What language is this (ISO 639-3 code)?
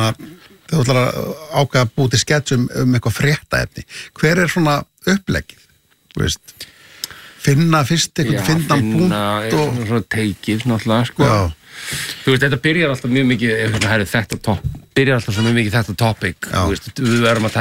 isl